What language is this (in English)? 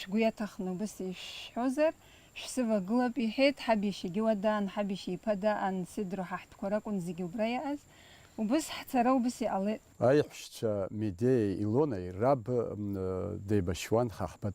Abkhazian